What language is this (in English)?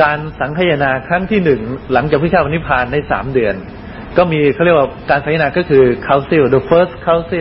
Thai